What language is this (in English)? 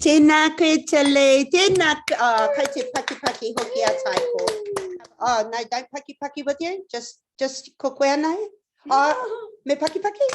Māori